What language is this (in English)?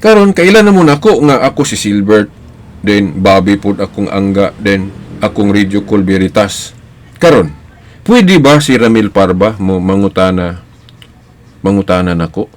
Cebuano